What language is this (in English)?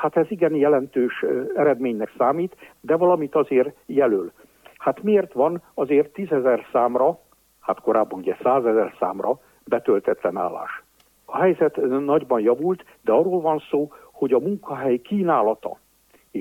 Hungarian